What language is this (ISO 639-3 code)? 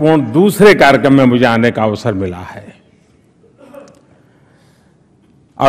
hin